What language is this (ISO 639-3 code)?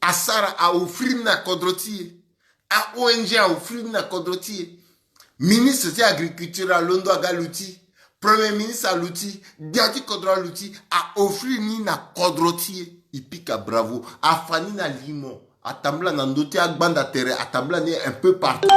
sag